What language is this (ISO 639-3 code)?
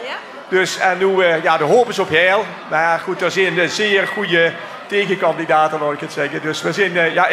lim